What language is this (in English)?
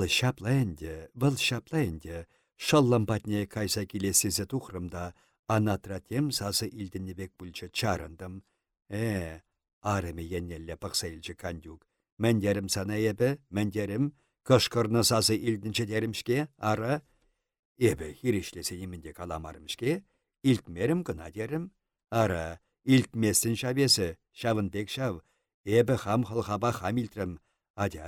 Chuvash